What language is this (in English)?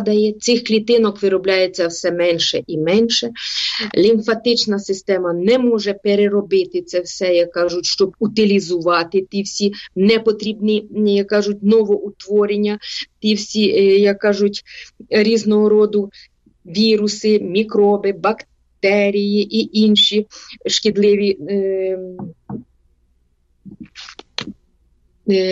Ukrainian